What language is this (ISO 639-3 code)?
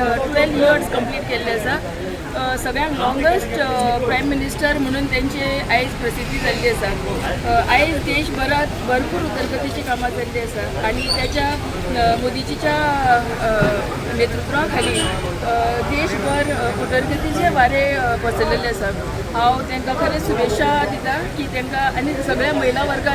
kok